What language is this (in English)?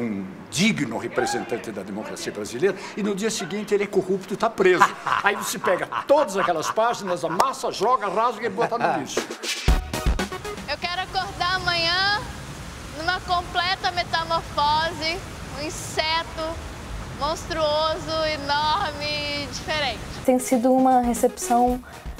Portuguese